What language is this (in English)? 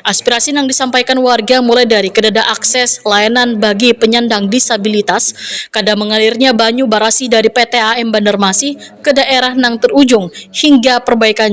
Banjar